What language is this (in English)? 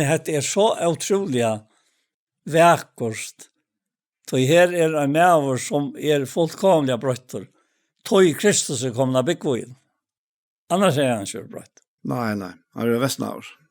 Faroese